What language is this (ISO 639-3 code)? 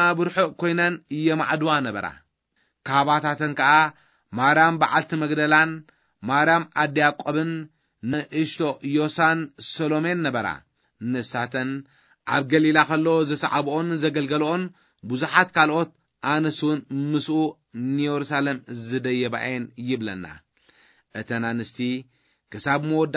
tir